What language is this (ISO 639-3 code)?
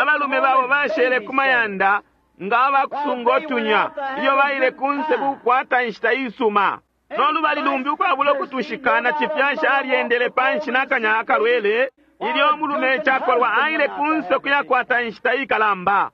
bem